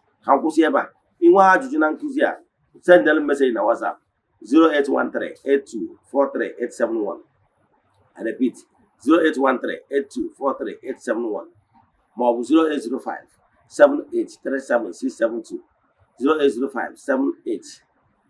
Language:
Igbo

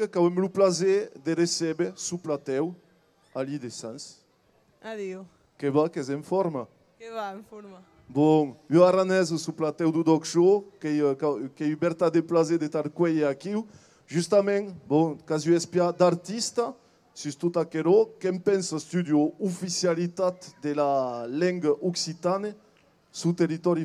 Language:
Occitan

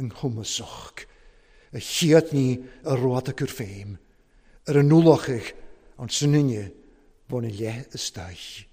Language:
Welsh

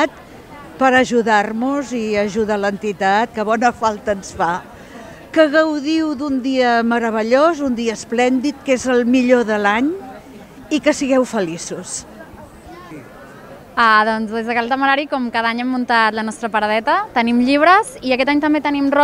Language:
Catalan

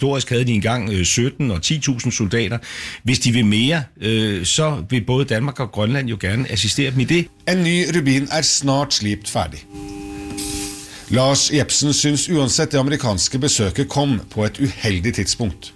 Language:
Norwegian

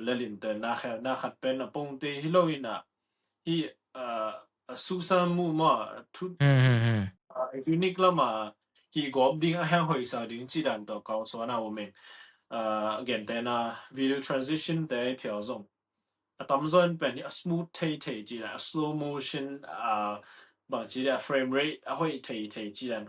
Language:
Tedim Chin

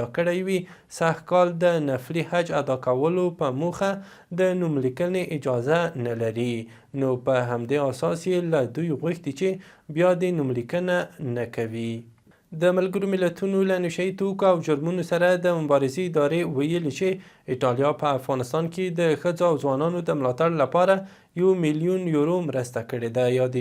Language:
Pashto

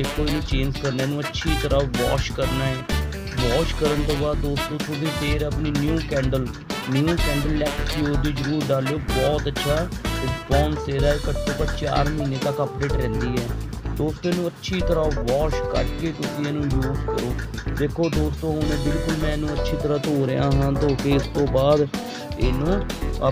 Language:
Punjabi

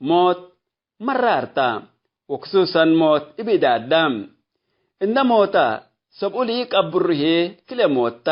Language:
Tigre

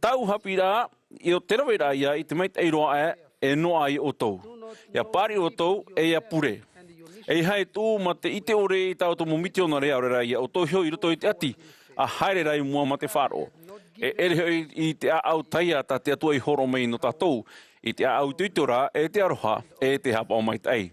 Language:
Tahitian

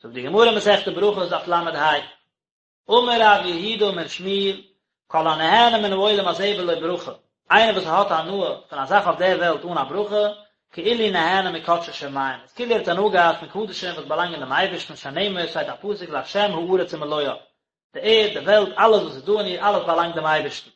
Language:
Yiddish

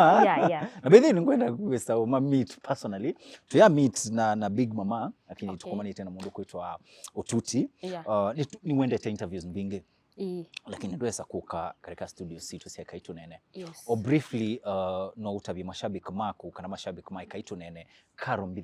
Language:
Kamba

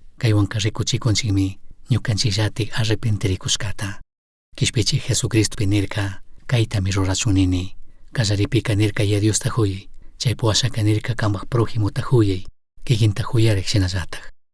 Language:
Chimborazo Highland Quichua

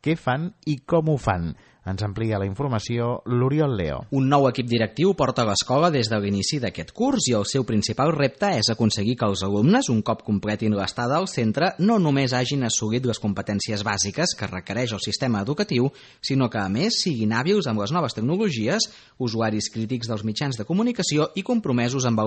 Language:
Catalan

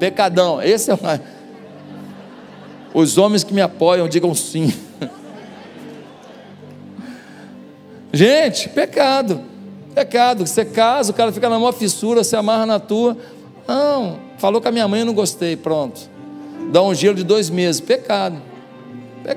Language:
Portuguese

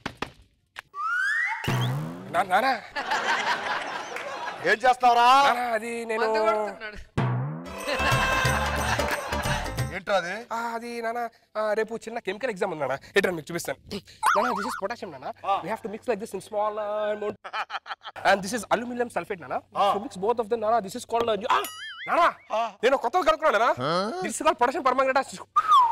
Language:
Telugu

